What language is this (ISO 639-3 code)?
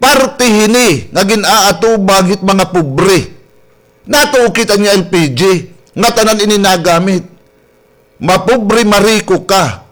war